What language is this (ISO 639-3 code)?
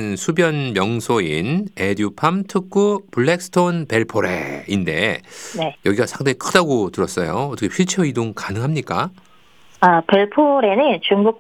kor